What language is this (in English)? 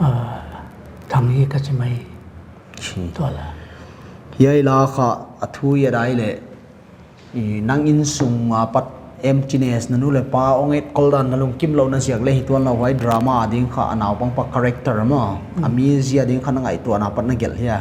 Paite Chin